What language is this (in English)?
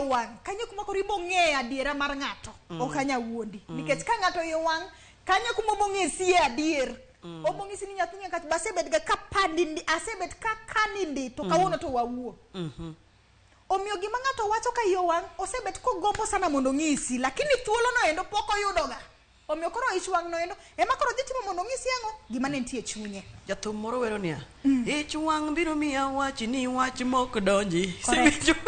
Luo (Kenya and Tanzania)